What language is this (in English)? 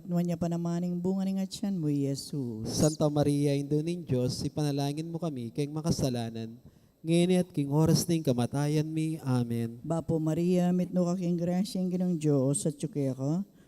Pampanga